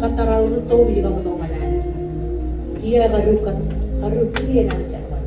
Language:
Marshallese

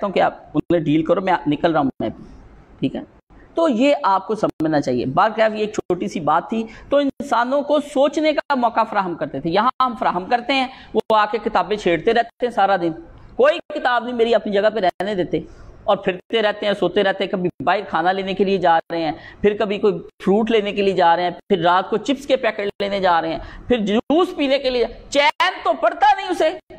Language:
Urdu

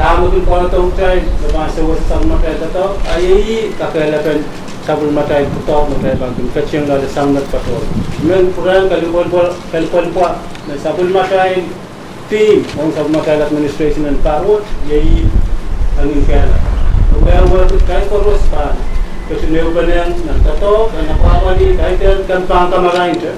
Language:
Pohnpeian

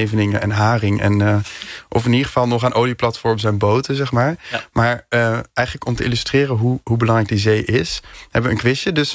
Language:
Dutch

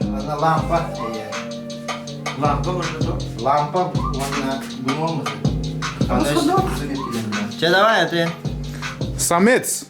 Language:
Yakut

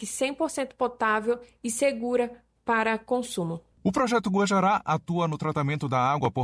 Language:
Portuguese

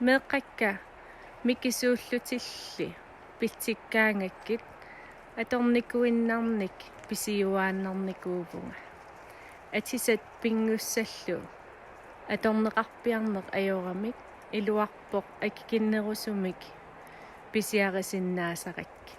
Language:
Kalaallisut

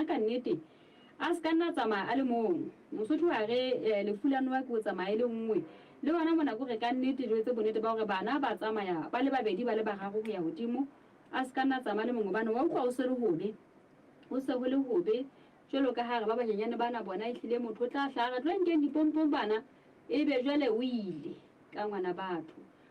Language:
Southern Sotho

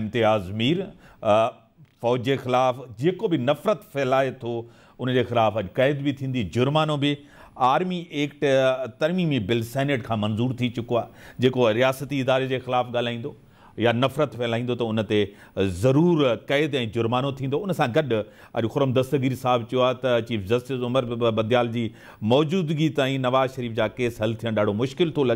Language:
Sindhi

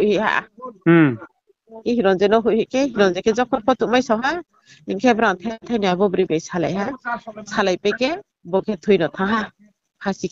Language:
Riang (India)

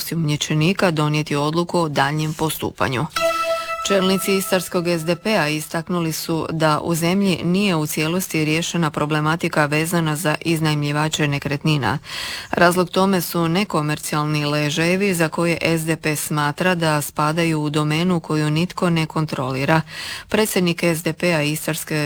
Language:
Croatian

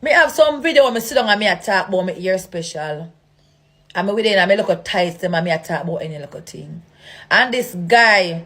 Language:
Jamaican Creole English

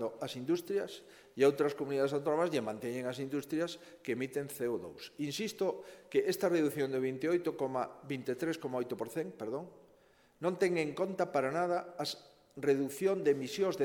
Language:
Galician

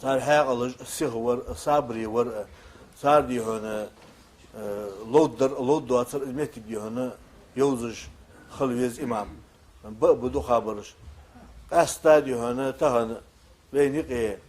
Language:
Ingush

